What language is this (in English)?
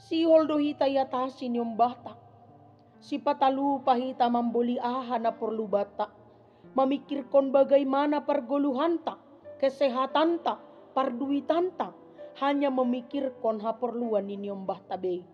Batak Simalungun